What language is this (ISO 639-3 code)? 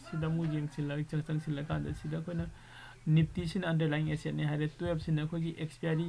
mni